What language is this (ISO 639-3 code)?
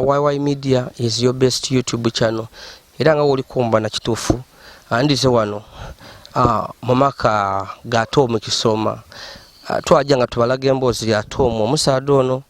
lug